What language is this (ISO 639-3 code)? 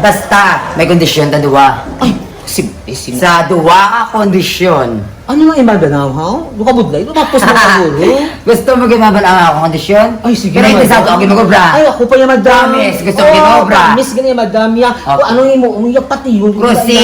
hil